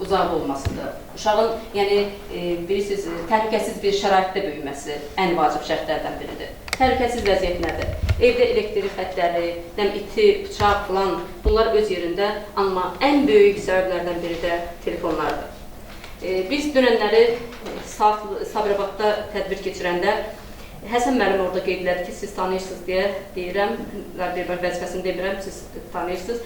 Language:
Azerbaijani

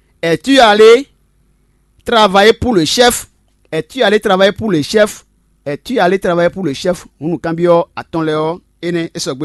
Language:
Fon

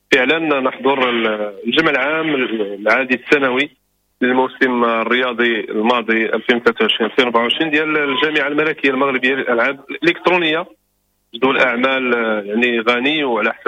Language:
Moroccan Arabic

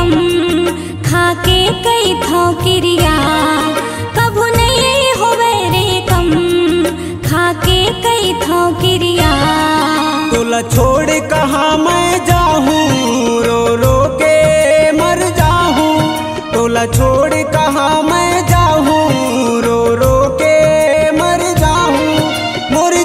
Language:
Chhattisgarhi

